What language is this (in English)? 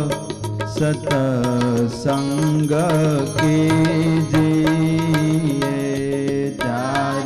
Gujarati